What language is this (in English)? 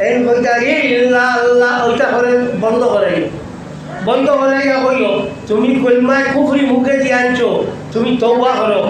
Sylheti